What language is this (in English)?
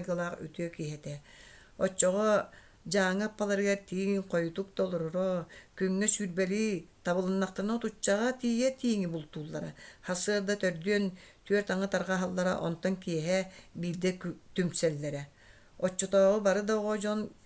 Yakut